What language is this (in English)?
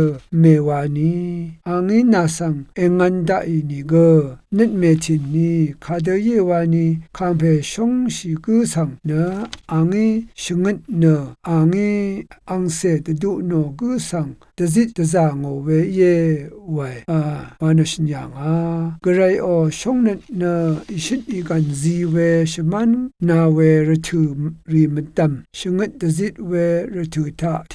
Rawang